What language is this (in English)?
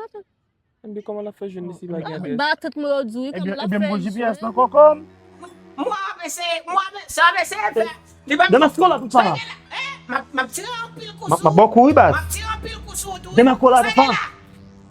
Haitian Creole